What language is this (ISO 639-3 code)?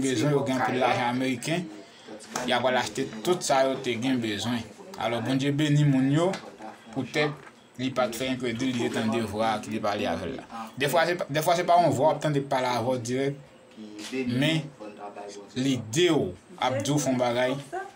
hat